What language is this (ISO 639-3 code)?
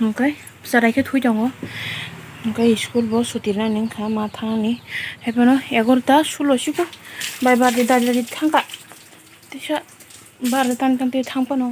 trp